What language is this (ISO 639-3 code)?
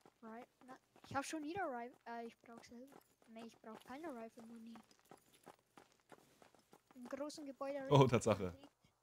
deu